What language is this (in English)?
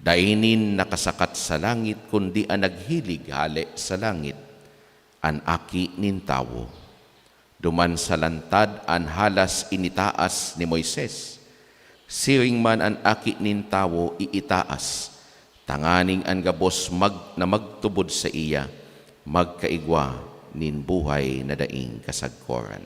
Bikol